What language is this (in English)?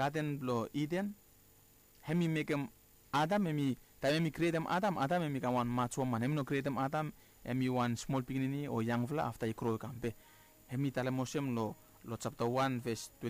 Bislama